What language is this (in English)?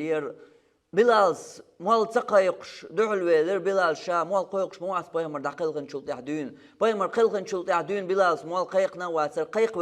Chechen